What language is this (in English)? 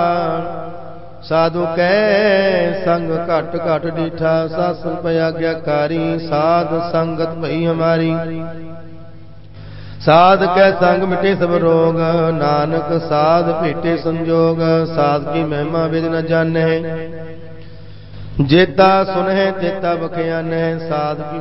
Punjabi